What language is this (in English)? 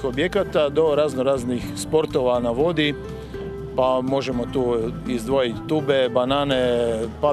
Croatian